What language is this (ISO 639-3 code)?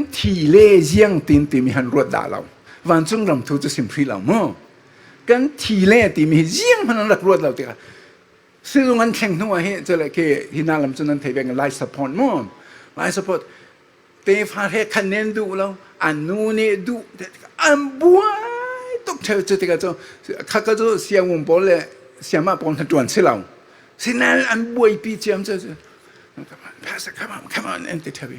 cfm